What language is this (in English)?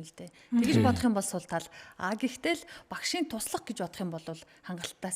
Mongolian